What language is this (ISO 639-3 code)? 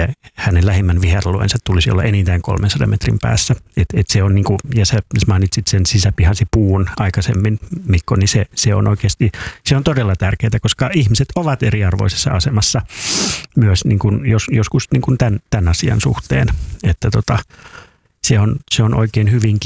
fin